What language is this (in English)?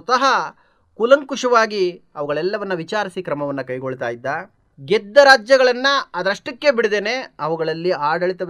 Kannada